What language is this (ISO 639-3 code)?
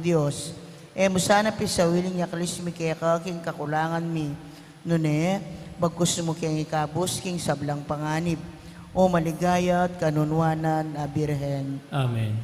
pam